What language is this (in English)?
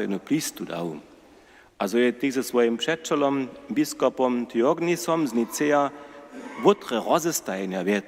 Upper Sorbian